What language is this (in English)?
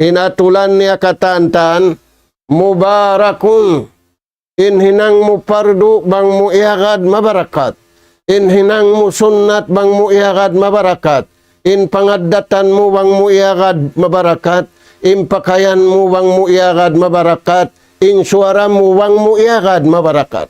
Tausug